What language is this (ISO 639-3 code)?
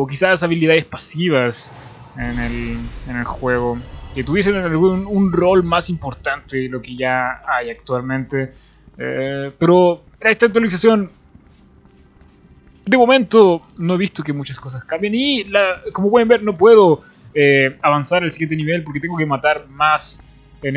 spa